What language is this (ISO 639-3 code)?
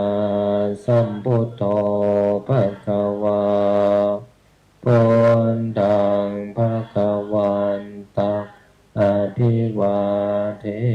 pli